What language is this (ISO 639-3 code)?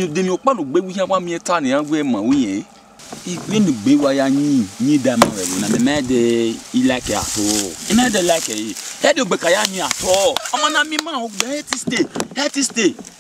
bin